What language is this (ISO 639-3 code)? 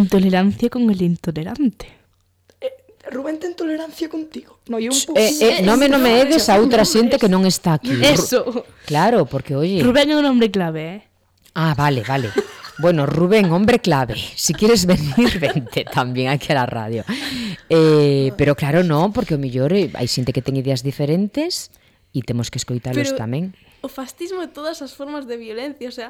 glg